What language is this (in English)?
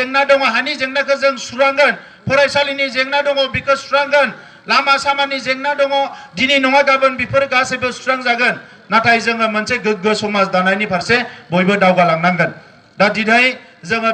Bodo